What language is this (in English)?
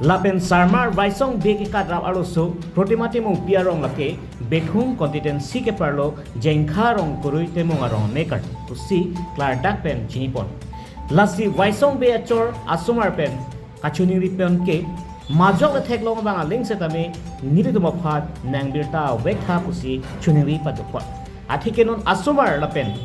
Karbi